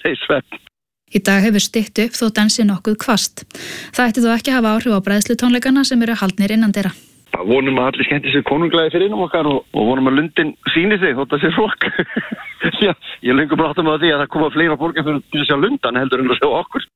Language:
Icelandic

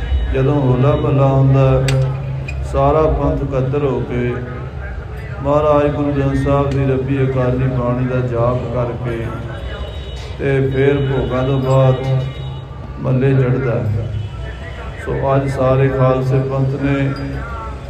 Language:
Punjabi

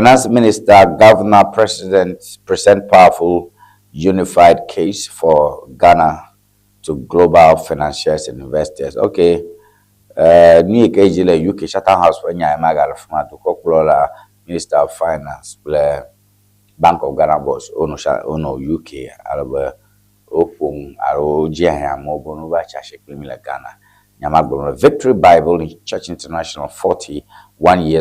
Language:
Ewe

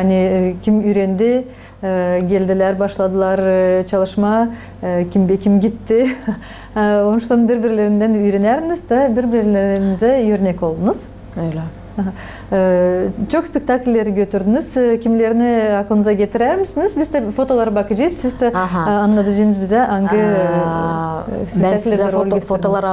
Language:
Gagauz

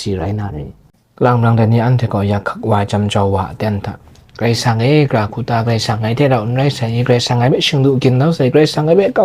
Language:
Kachin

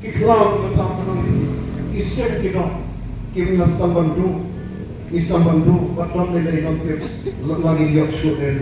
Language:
Khasi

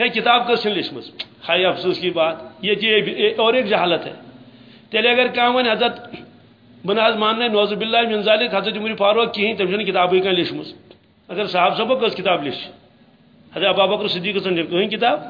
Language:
Kashmiri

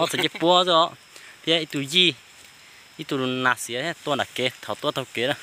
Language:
Hmong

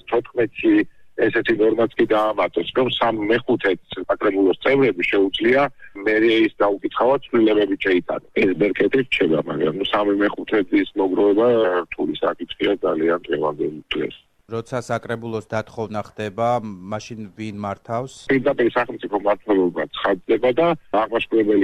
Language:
Georgian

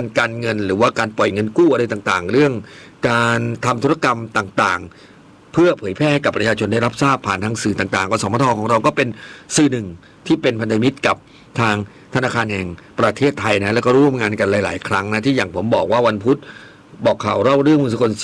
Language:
Thai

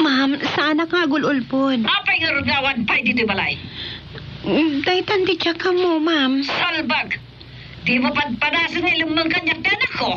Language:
Iloko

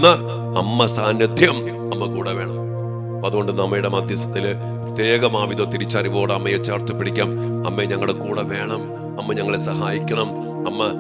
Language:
Malayalam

